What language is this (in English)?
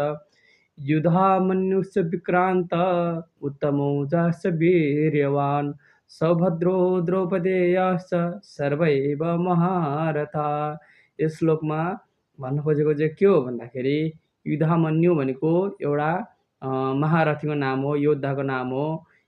Nepali